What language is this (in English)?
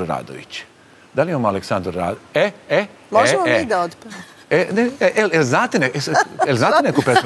Serbian